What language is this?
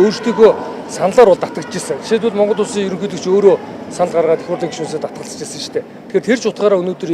Mongolian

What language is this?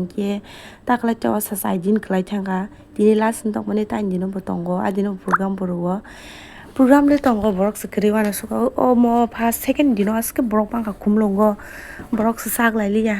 Kok Borok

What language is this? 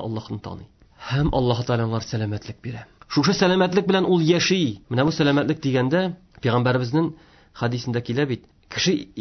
Tatar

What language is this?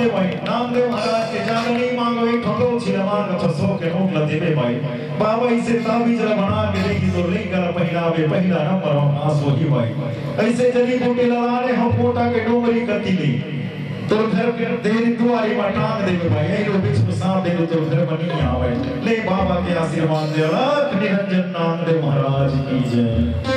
Chhattisgarhi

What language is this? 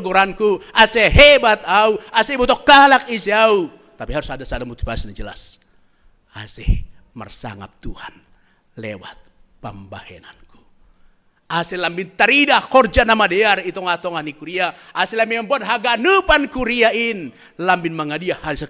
Batak Simalungun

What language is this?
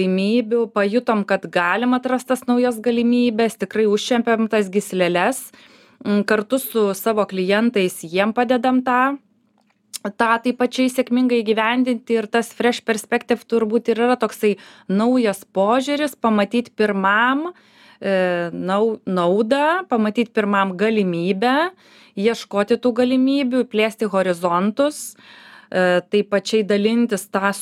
Lithuanian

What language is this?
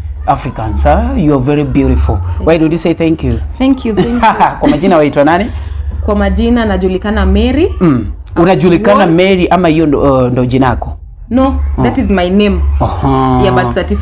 Luo (Kenya and Tanzania)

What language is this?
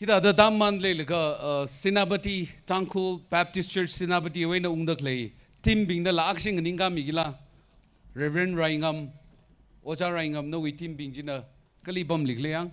Tangkhul Naga (India)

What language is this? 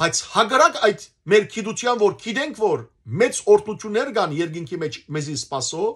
Western Armenian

